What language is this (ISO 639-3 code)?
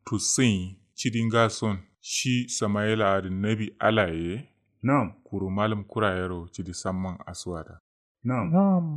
kau